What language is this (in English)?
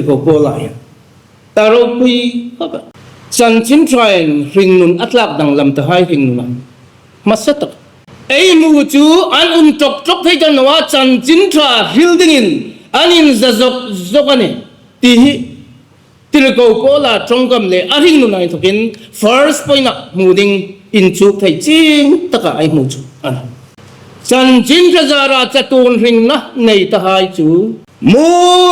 Hmar